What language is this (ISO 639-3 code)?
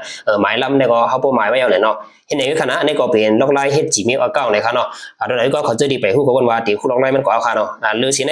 shn